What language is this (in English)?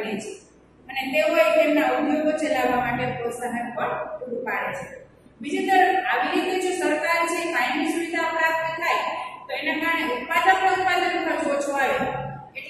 Gujarati